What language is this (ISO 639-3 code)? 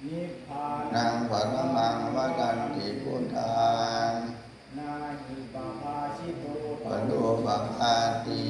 pli